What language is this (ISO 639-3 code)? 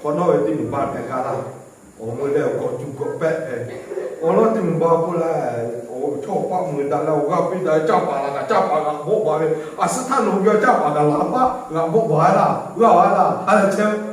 lhu